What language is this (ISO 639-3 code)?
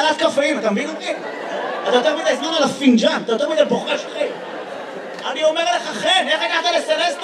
heb